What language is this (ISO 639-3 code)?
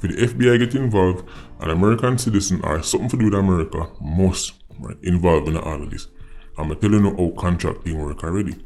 jam